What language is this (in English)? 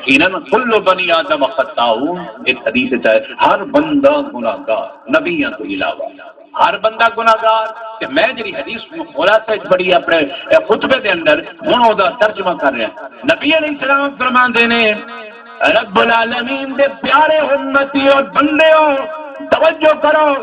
Saraiki